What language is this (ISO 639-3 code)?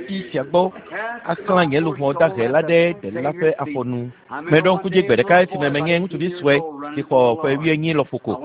ewe